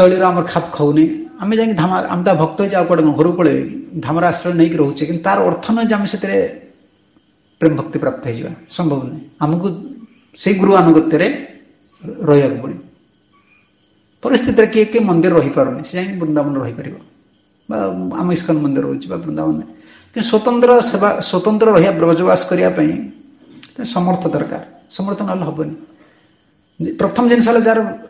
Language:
Odia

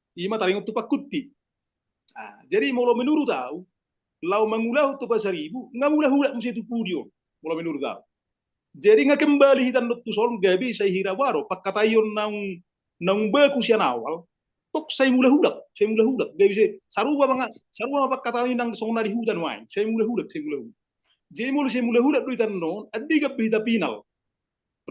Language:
Batak Toba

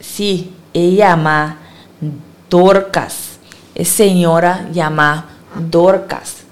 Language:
Papiamento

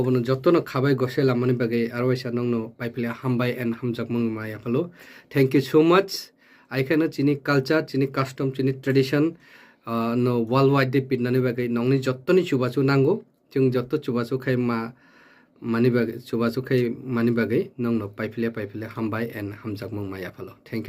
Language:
Kok Borok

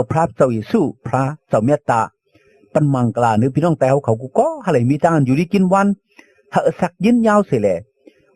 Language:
Shan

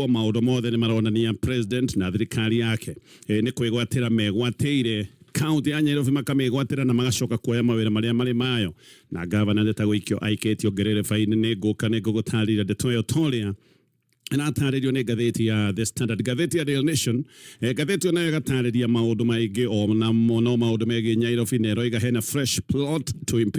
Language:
Kikuyu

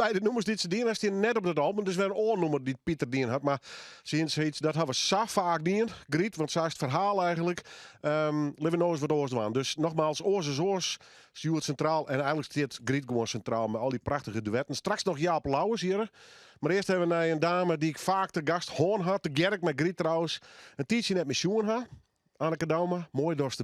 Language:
Western Frisian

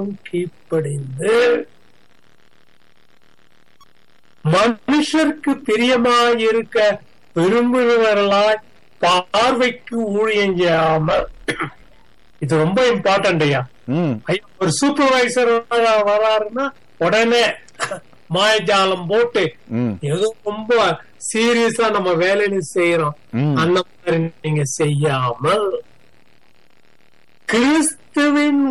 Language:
Tamil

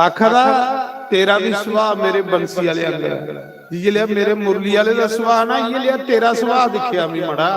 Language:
Dogri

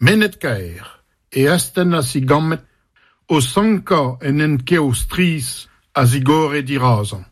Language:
Breton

